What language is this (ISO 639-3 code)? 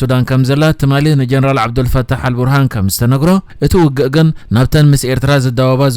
tir